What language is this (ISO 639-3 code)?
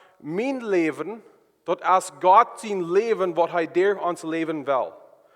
pdt